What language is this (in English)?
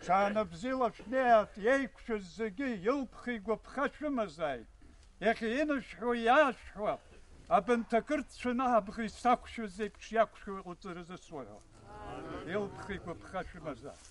Abkhazian